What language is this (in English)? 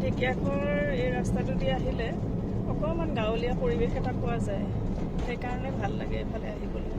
Assamese